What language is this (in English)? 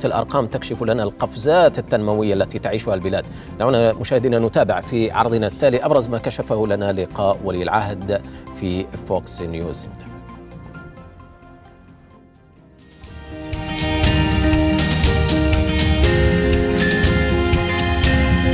Arabic